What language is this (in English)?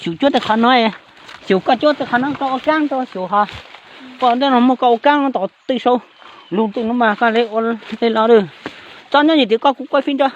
Hmong